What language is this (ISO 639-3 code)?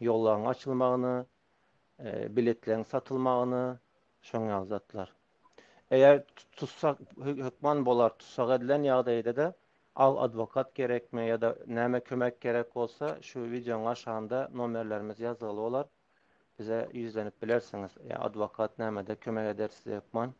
tuk